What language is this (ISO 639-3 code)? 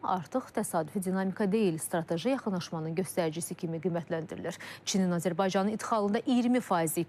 aze